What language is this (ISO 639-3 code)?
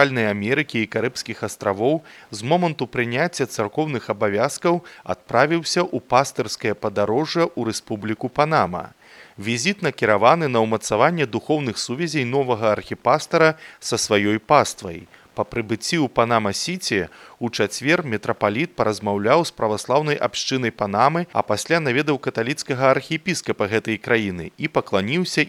bel